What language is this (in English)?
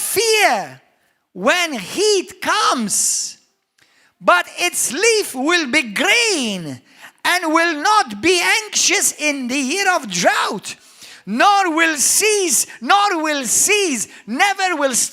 English